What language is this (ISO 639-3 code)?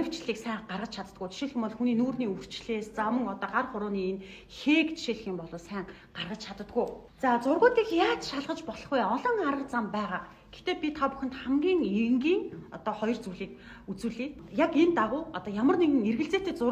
mon